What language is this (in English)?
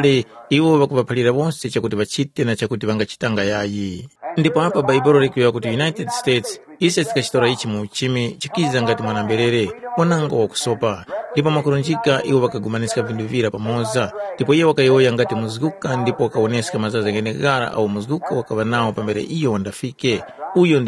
Tumbuka